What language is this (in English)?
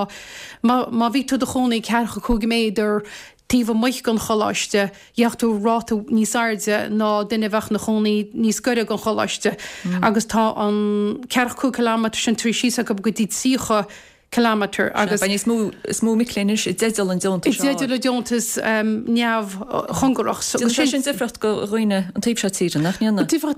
Irish